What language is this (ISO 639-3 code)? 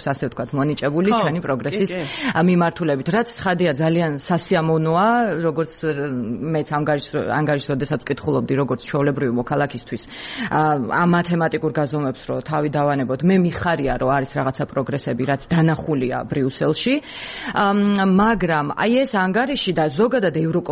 kat